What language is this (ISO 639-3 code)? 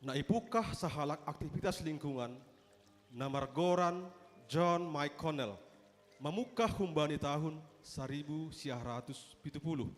bts